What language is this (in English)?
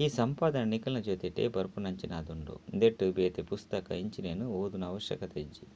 Tulu